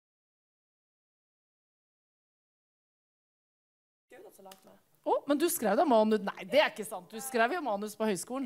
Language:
Norwegian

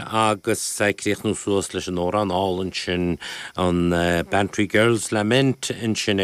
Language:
Irish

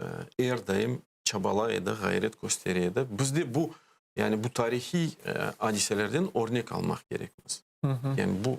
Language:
Crimean Tatar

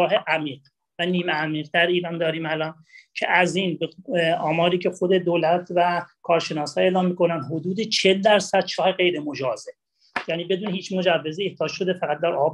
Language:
Persian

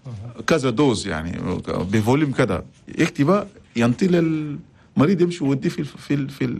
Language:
Chadian Arabic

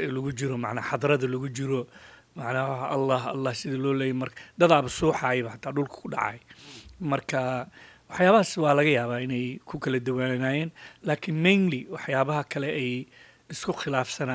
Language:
Somali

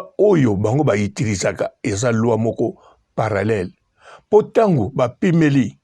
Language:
Lingala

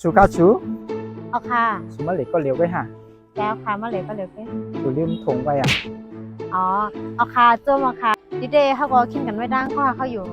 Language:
Shan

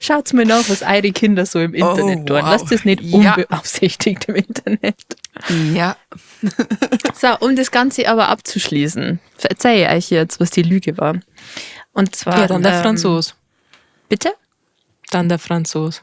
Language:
Bavarian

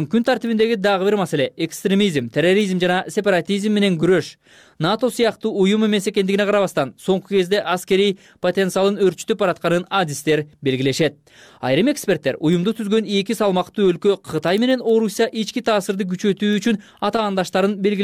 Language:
Kyrgyz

